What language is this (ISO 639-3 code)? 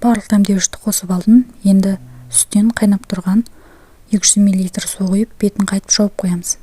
kaz